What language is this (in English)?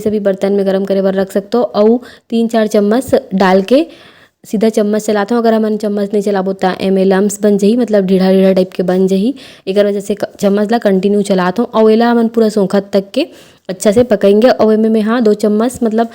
Chhattisgarhi